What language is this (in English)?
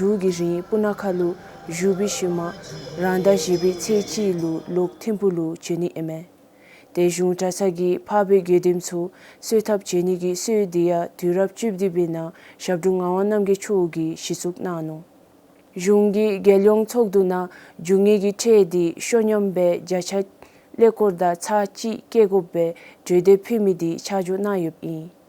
Dzongkha